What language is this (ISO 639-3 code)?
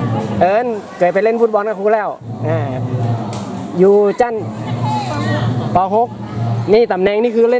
tha